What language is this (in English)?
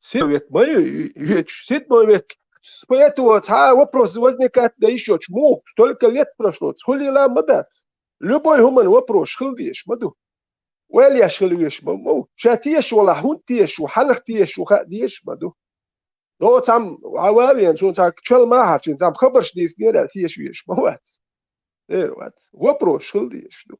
Chechen